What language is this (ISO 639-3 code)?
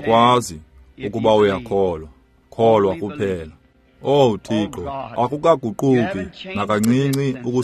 xho